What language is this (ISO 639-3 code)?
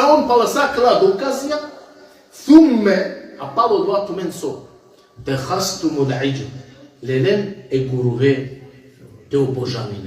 rmn